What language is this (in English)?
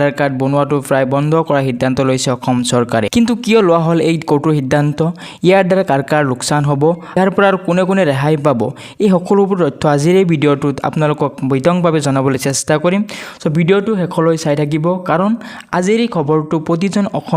Assamese